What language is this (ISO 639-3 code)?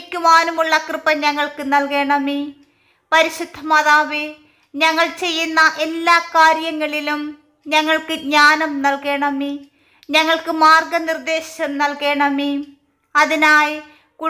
mal